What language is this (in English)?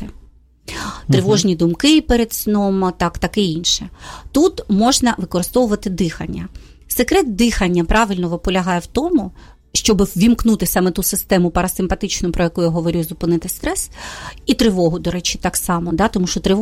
Ukrainian